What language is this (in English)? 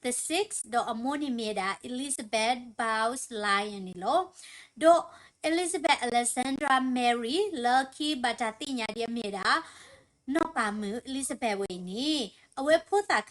S'gaw Karen